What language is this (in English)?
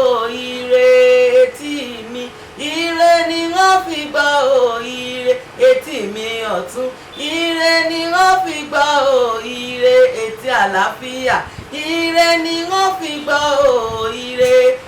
Yoruba